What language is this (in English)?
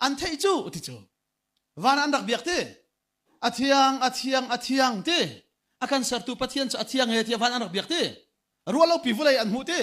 Hakha Chin